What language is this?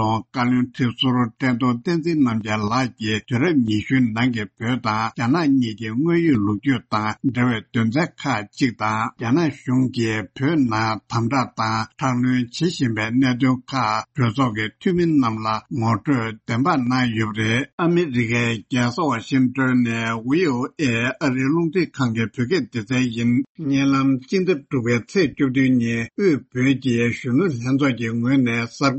Tibetan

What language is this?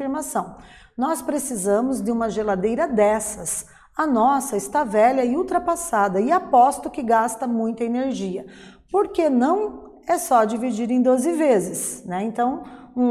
Portuguese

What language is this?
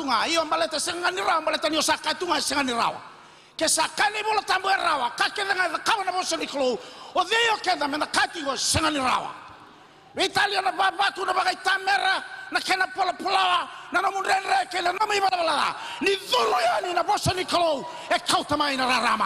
Fijian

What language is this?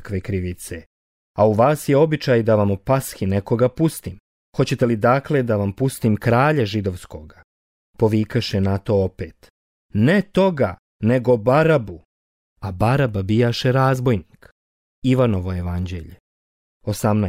Croatian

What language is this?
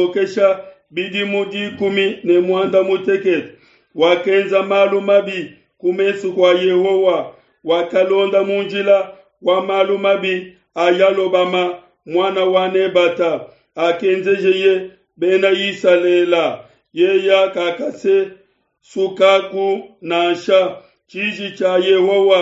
Luba-Lulua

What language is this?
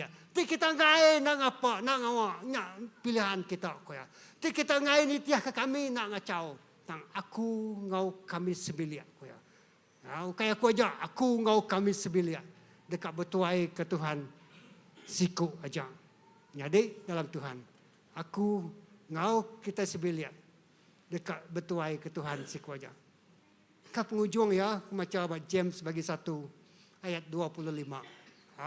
Iban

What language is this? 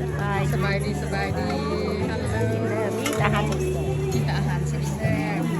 Lao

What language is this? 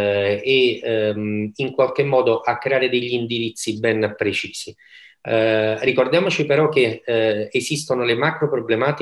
Italian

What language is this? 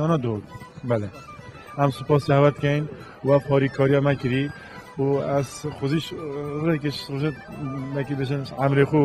Kurdish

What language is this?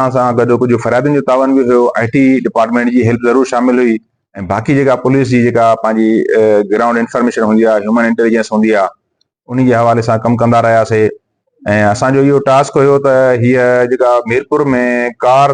Sindhi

